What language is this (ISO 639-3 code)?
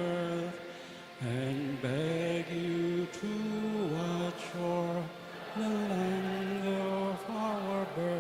pam